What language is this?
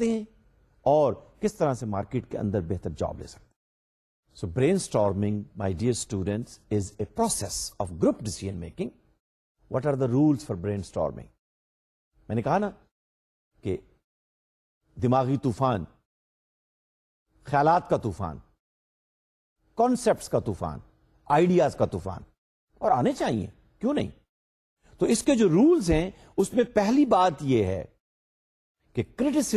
Urdu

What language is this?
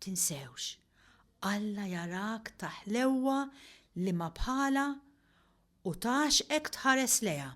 Maltese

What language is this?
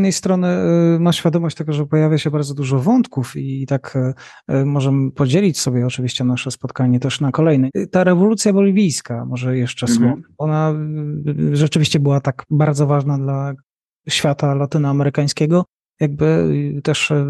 Polish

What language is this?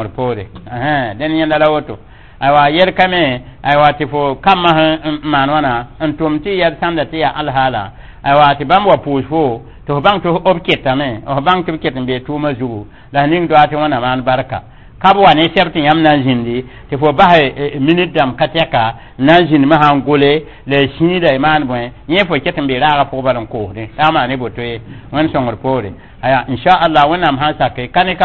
Mossi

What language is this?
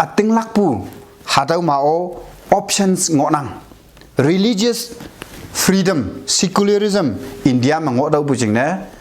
Konyak Naga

